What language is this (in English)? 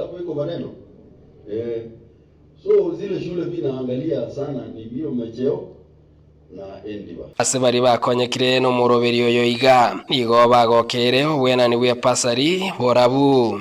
Gusii